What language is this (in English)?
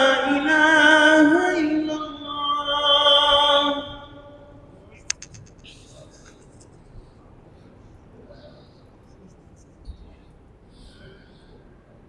Urdu